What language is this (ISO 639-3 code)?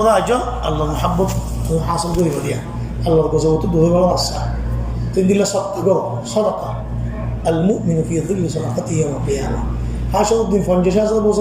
rhg